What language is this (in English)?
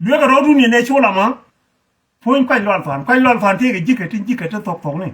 Nuer